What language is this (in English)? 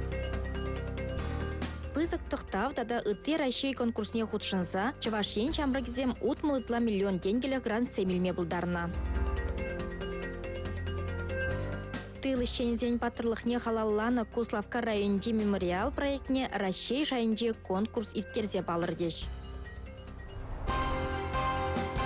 Chuvash